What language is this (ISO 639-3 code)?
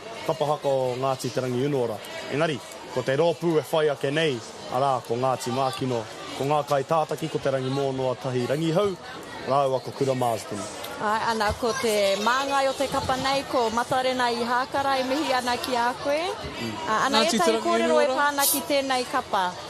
mri